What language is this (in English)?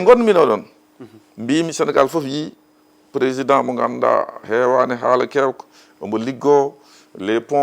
Fula